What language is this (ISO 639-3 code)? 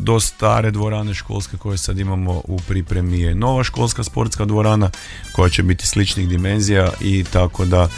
hrv